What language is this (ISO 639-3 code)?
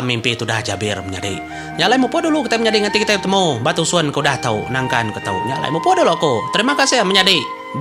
iba